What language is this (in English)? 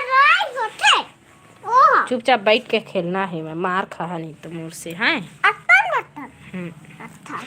Chhattisgarhi